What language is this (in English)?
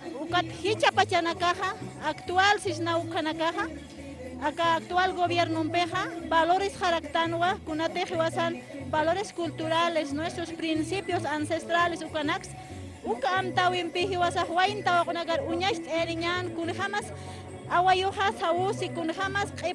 Aymara